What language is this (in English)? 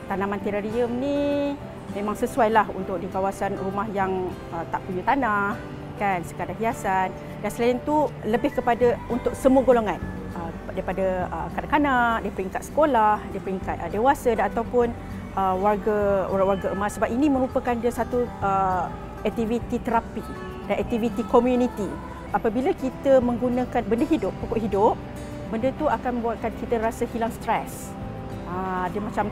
Malay